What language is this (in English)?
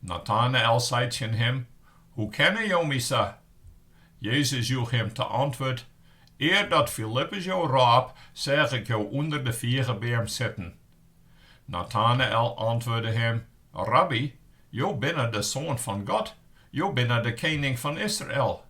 Western Frisian